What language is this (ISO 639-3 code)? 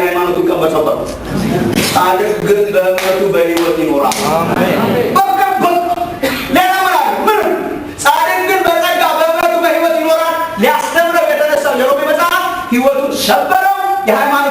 amh